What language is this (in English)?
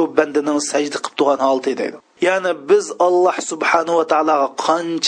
Uyghur